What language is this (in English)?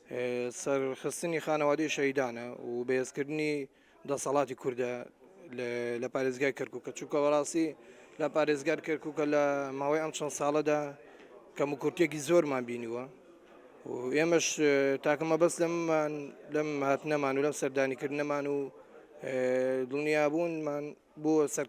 Central Kurdish